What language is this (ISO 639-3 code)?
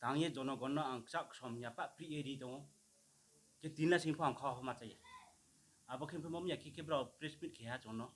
ria